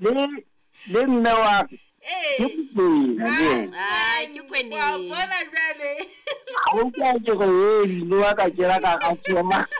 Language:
Southern Sotho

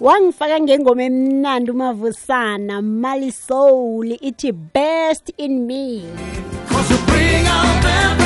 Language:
South Ndebele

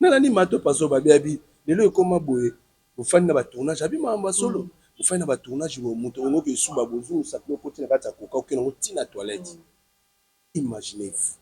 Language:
Lingala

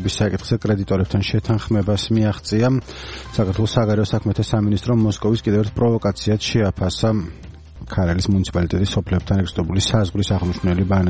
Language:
Georgian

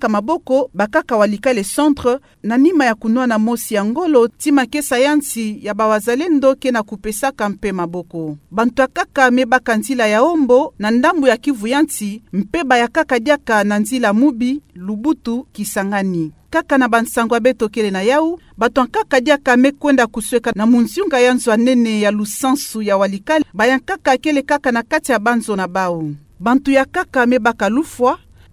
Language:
Kituba (Democratic Republic of Congo)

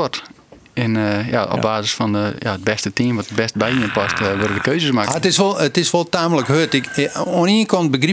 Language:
Western Frisian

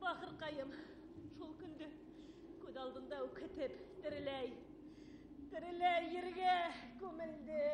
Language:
Bashkir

